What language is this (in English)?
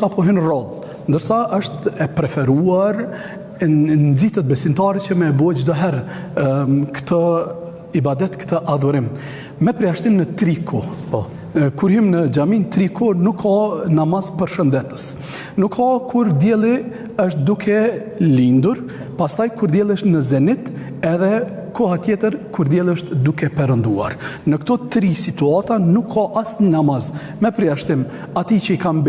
Albanian